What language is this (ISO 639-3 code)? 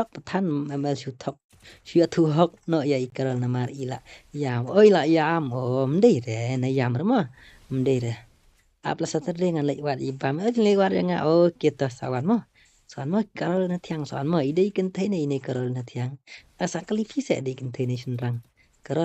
kha